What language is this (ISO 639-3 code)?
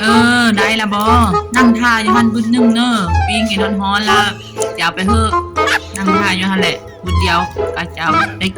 lao